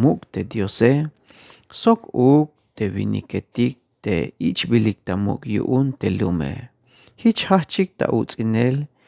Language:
Tzeltal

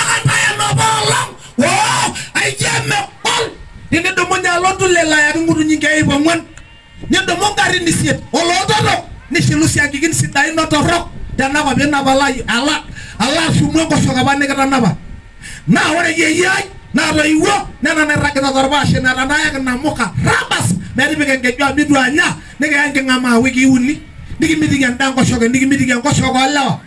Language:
Masai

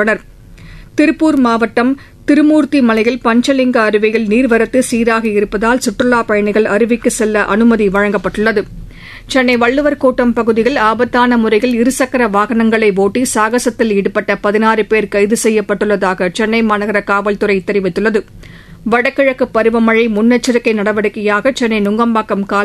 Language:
Tamil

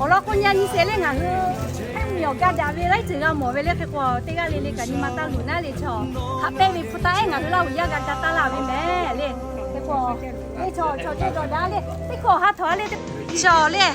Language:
Lahu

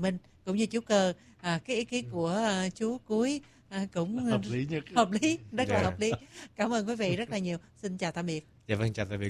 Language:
Vietnamese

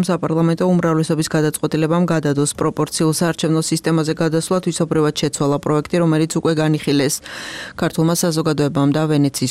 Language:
Georgian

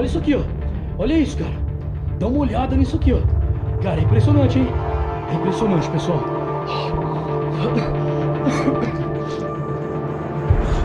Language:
Portuguese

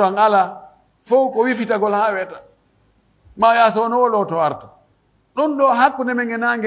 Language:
Pular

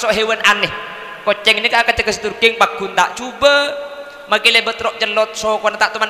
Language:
Madurese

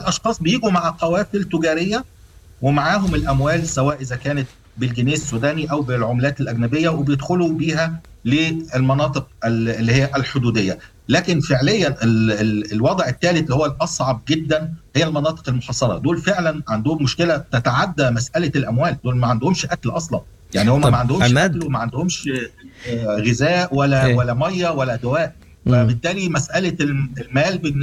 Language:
Sudanese Arabic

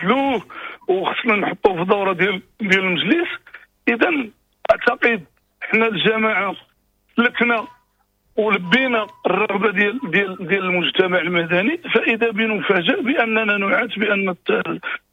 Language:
Moroccan Arabic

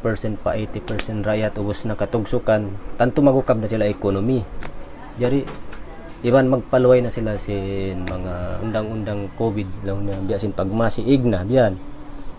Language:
Tausug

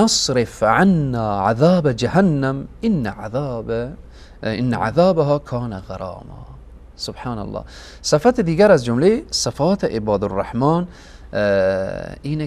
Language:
Persian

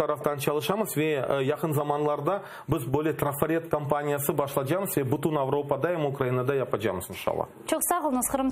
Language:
Crimean Tatar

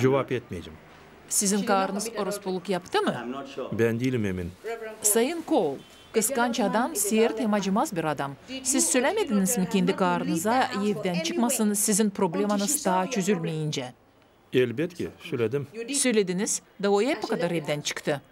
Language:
Gagauz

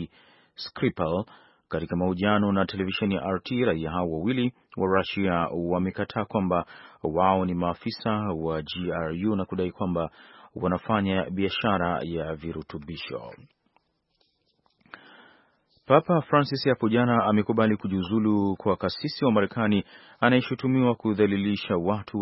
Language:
Swahili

